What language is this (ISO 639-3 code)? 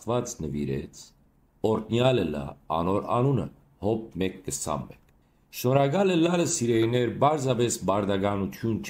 hyw